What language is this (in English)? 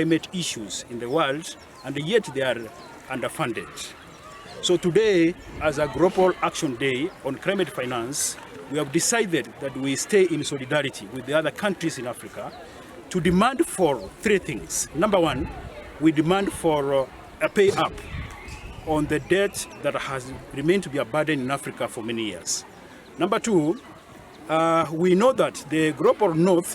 Gusii